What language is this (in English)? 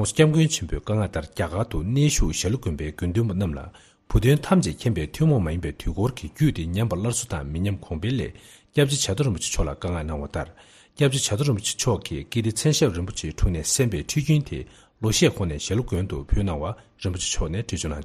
Tibetan